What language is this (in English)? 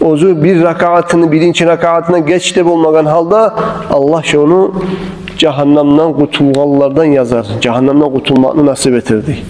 Kumyk